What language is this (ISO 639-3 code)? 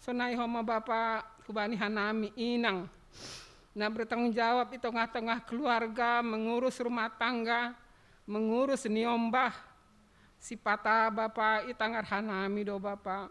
bts